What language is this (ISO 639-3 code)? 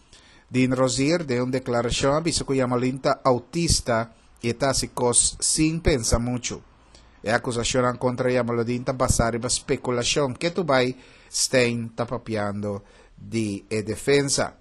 pap